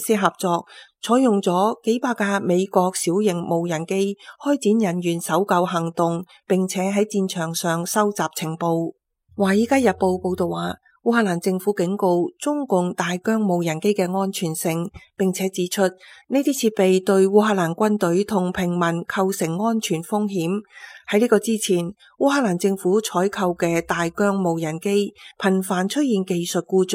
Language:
Cantonese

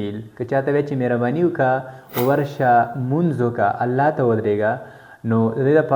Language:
Pashto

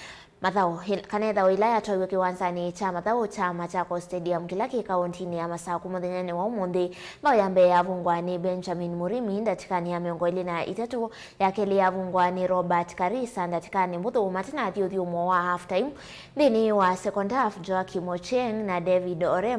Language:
Kamba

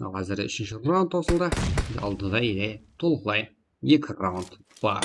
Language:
Kara-Kalpak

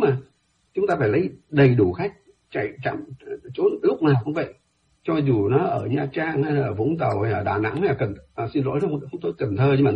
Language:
Vietnamese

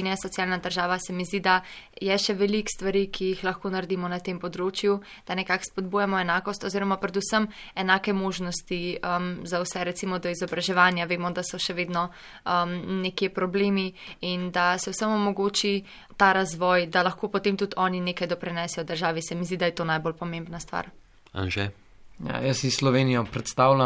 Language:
Slovenian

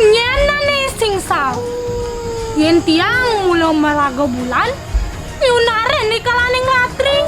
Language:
Balinese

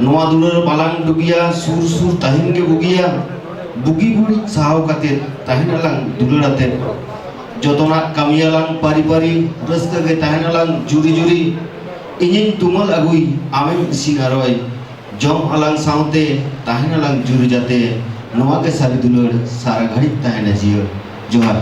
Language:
Santali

